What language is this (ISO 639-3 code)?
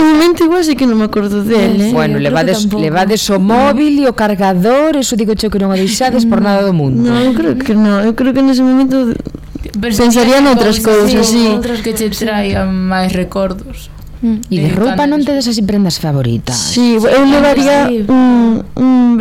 glg